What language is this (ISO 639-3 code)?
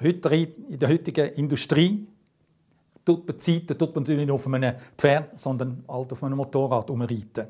gsw